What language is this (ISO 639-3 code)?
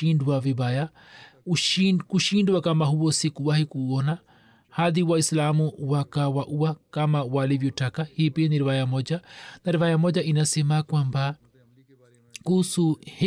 swa